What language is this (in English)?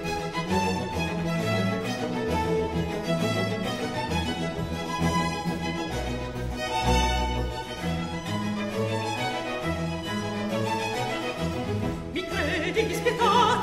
Italian